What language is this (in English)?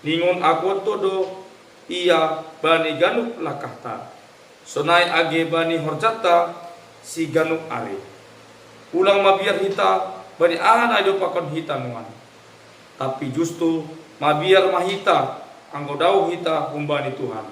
Batak Simalungun